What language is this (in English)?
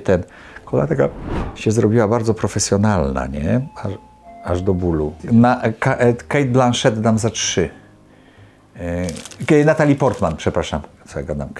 Polish